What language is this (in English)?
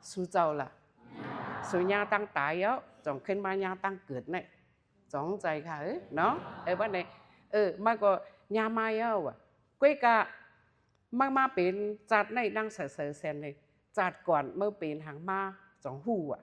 Shan